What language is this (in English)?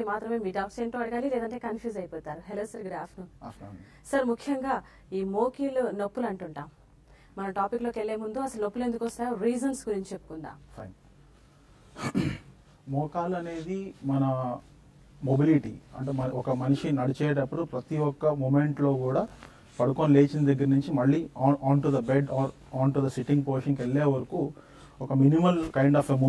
Telugu